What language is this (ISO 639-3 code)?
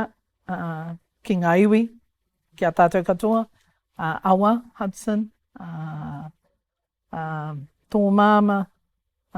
mri